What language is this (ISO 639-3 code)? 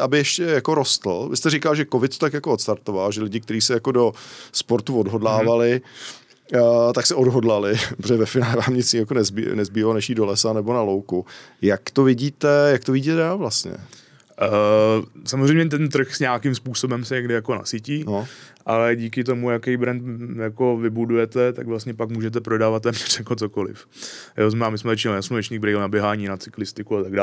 ces